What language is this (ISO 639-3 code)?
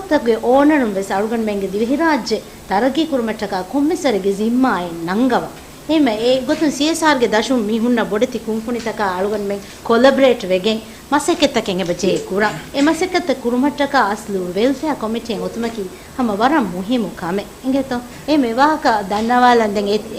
div